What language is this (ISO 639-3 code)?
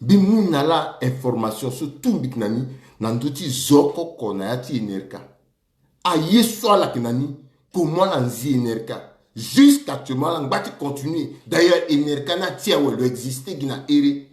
sag